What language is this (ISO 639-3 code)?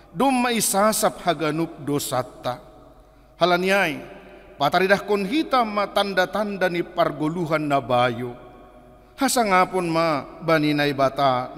bts